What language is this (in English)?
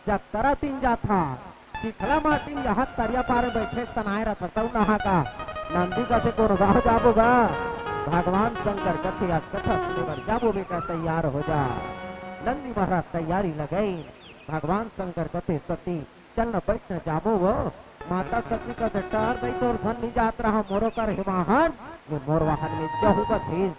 Chhattisgarhi